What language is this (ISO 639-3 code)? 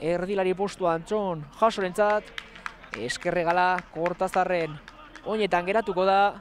eus